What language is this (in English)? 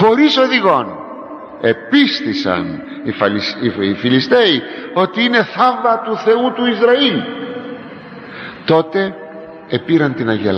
Greek